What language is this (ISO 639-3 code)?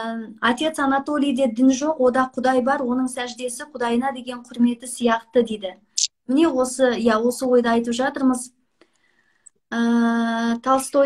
kaz